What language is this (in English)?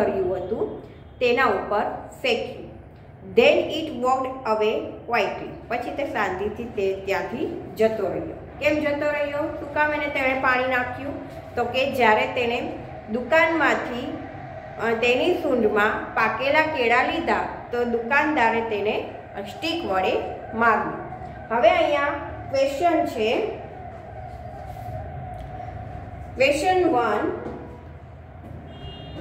Gujarati